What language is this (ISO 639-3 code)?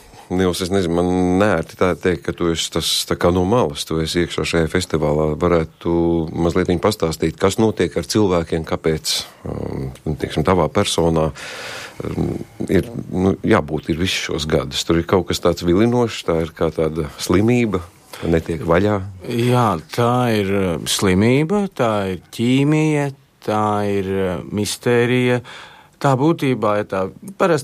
lav